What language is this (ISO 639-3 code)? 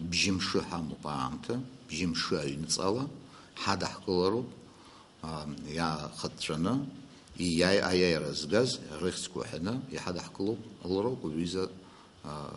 abk